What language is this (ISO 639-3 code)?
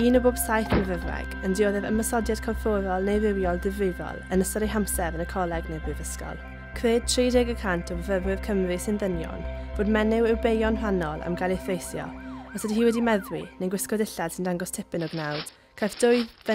cym